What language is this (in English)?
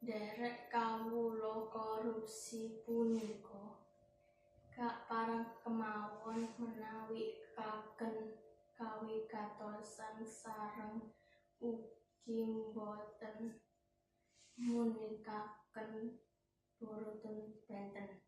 Javanese